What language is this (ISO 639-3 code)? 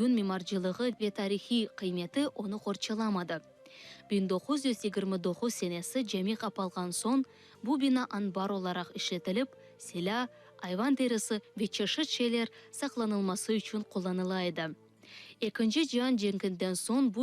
crh